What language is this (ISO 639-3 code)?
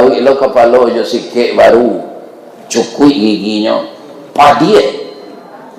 min